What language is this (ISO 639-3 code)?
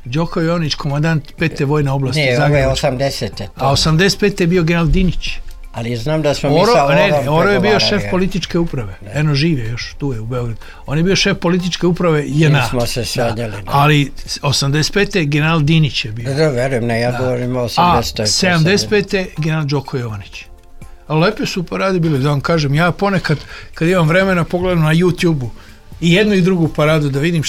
srp